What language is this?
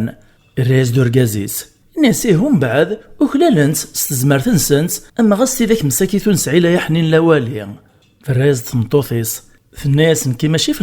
Kabyle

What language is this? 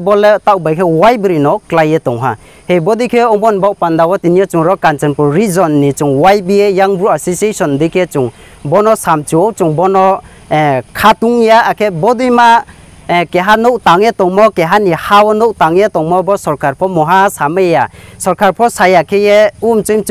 Kok Borok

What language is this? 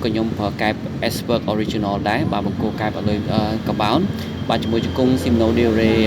Khmer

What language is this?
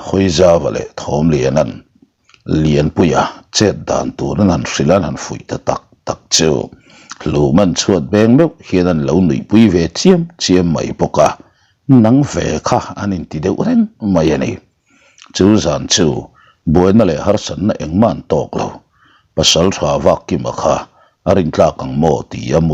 Mizo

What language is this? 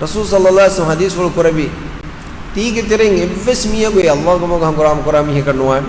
Divehi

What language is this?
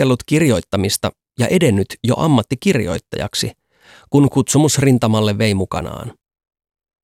Finnish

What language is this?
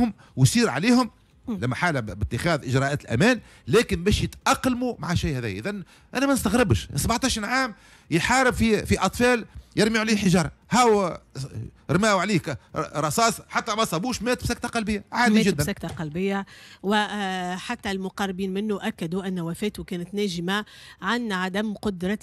Tunisian Arabic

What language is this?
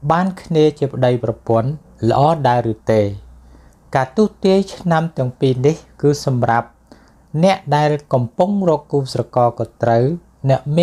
Khmer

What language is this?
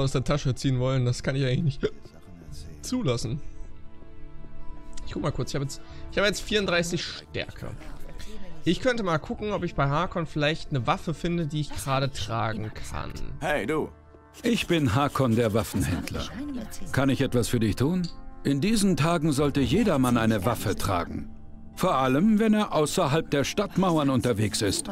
German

